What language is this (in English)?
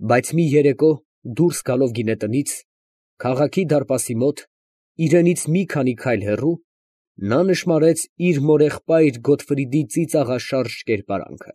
Armenian